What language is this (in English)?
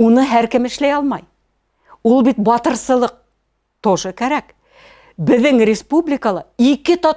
Bashkir